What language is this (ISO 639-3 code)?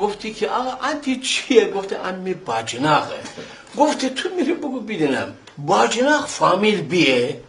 glk